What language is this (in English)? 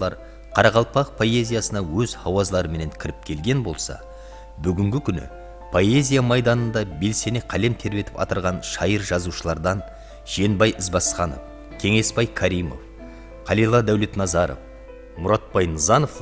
Kara-Kalpak